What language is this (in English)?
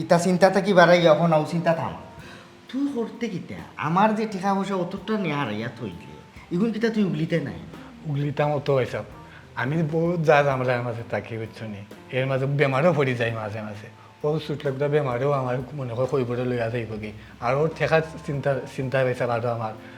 Sylheti